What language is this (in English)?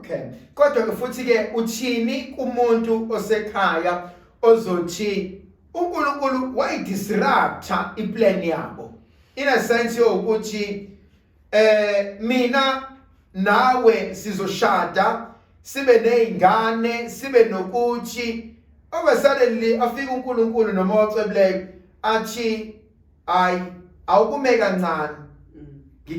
Zulu